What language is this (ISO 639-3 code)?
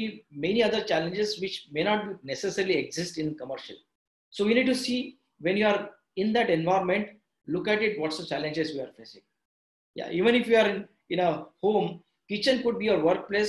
eng